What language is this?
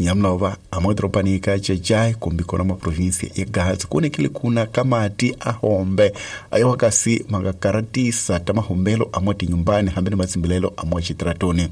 Tsonga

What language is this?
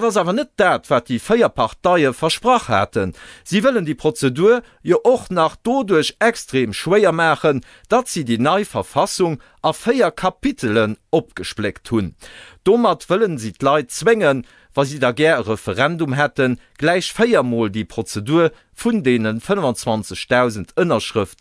Luxembourgish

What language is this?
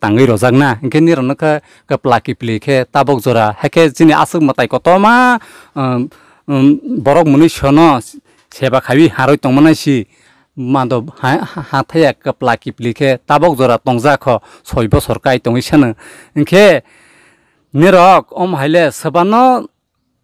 Kok Borok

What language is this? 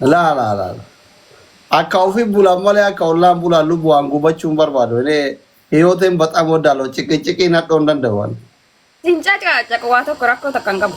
Oromo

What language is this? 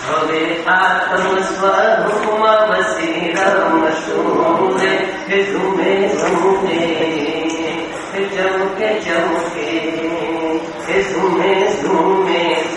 Gujarati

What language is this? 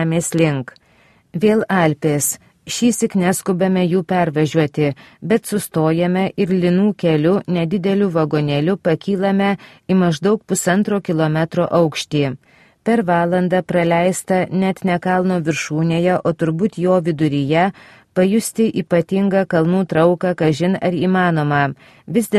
Lithuanian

